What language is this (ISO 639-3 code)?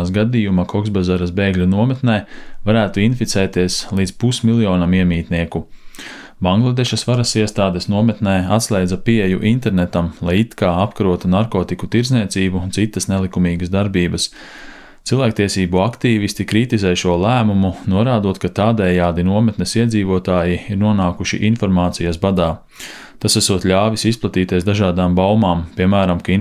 lav